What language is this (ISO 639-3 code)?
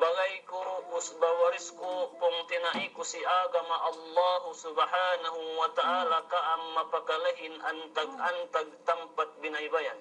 yka